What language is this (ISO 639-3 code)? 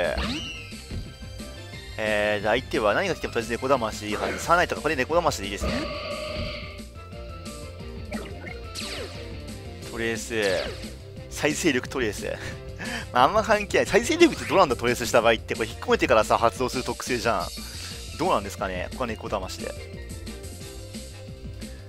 jpn